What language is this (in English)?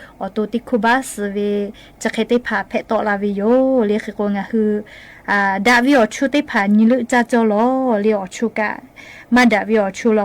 Lahu